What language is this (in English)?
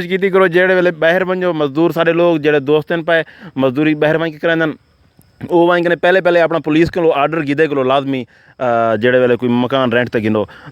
Saraiki